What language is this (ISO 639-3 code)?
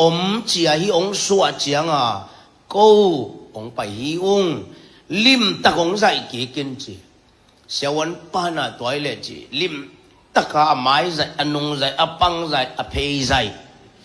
ctd